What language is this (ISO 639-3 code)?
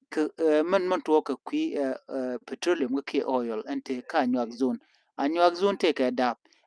nus